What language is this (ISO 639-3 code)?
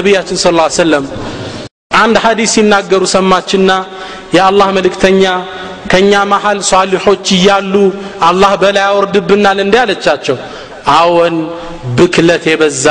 amh